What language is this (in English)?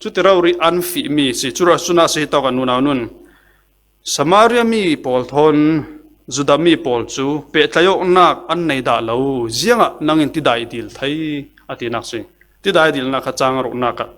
Falam Chin